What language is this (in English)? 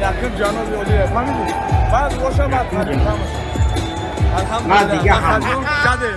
Tajik